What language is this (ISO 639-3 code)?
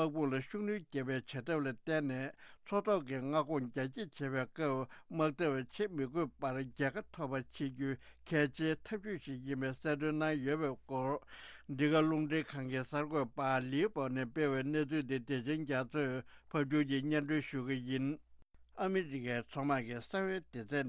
bod